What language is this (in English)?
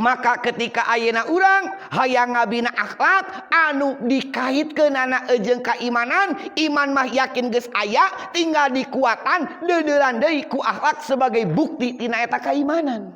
Sundanese